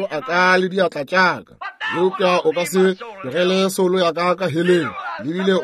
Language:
Northern Sotho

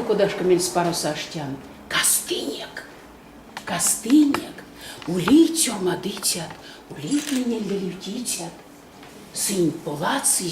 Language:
Erzya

